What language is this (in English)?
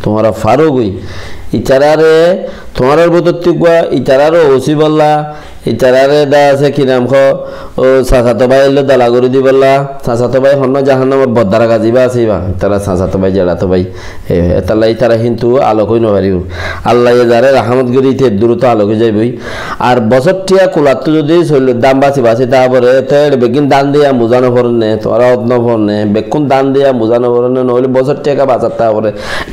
Rohingya